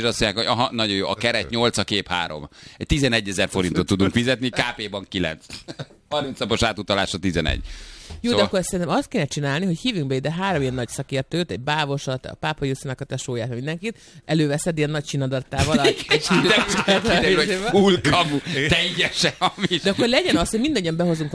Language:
Hungarian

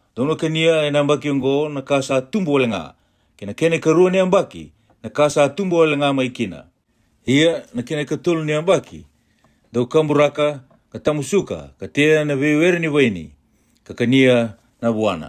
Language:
Fijian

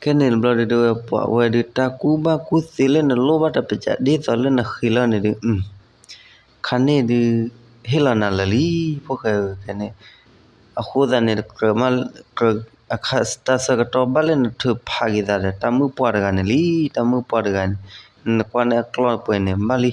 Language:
S'gaw Karen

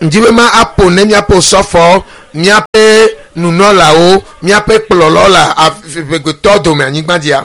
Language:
Ewe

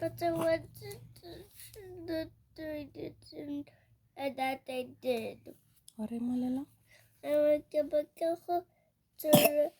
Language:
Tswana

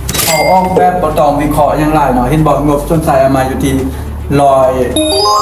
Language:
Lao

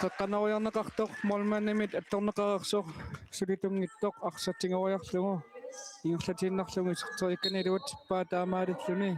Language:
Kalaallisut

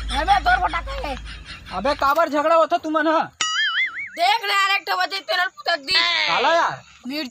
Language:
Chhattisgarhi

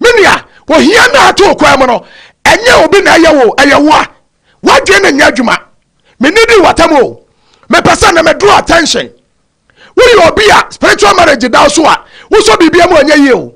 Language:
Akan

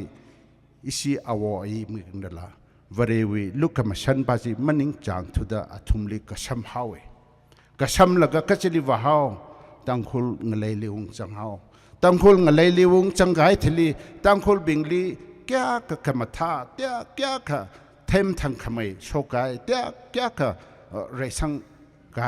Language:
Tangkhul Naga (India)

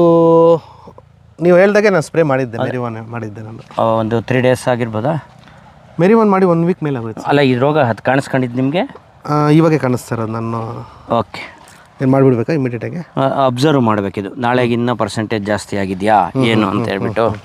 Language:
Kannada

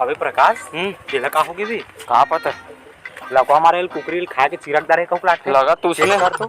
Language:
Chhattisgarhi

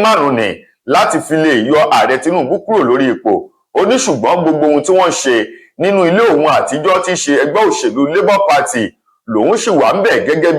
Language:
Yoruba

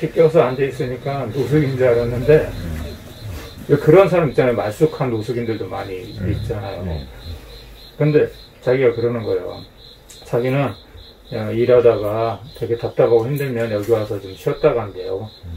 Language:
Korean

